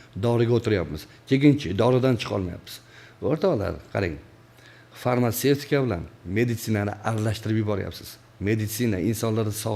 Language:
Uzbek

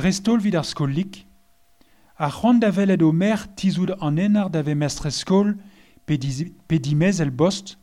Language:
Breton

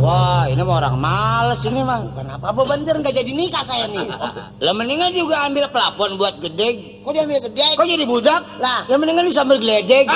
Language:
Betawi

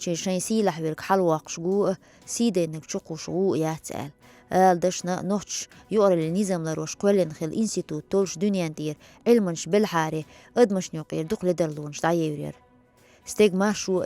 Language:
Chechen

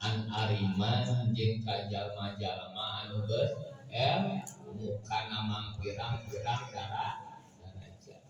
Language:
Sundanese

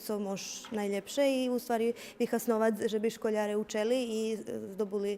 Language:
Rusyn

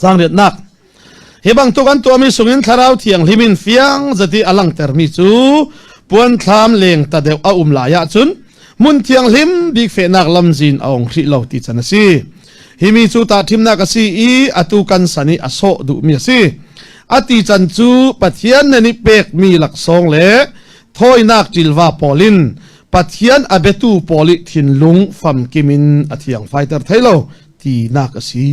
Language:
Falam Chin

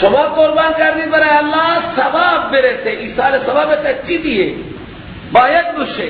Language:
Persian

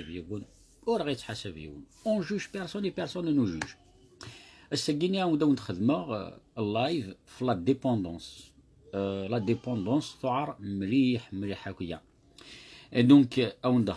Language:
Kabyle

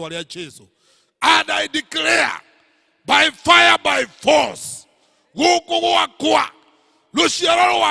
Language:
Kikuyu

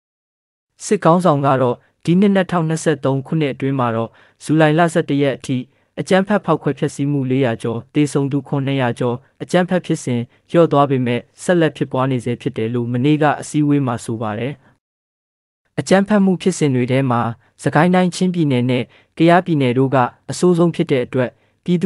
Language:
Burmese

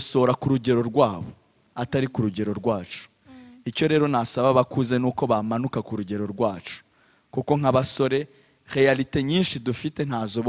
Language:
Kinyarwanda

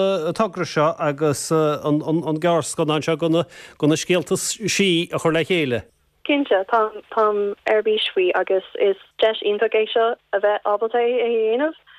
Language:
Irish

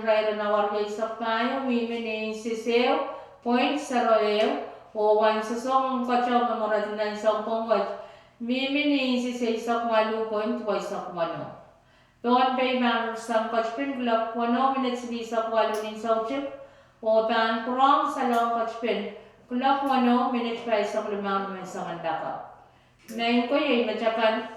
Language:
Pohnpeian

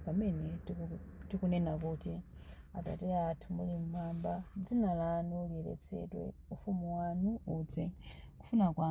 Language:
Nyanja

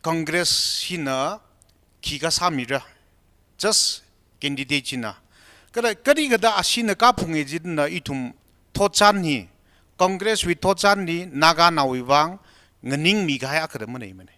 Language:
Tangkhul Naga (India)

